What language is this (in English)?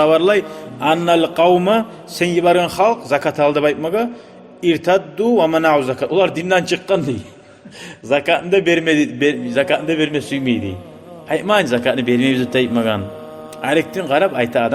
Kumyk